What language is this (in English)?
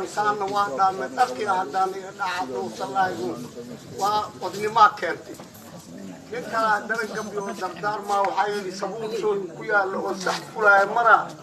Somali